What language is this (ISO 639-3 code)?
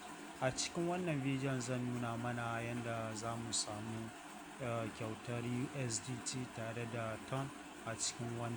hau